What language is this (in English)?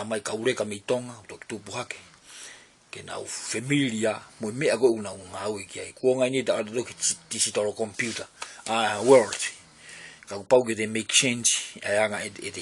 Tongan